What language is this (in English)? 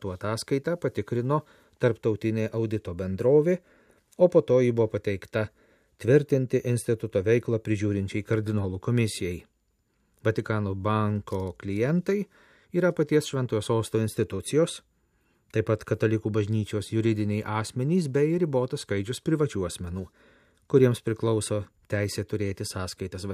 Lithuanian